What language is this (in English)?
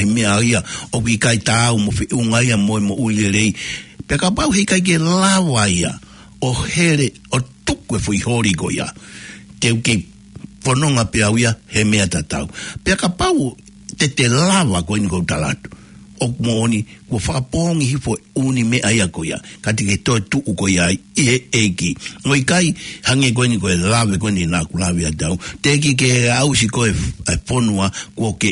Tongan